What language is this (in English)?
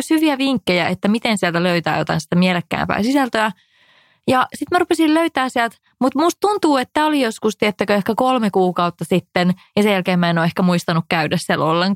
Finnish